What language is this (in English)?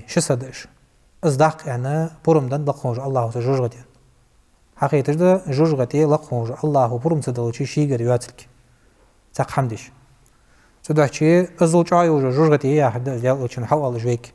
Ingush